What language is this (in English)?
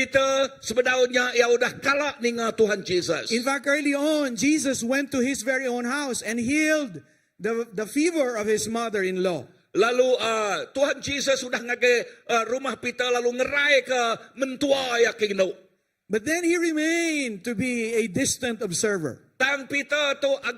Iban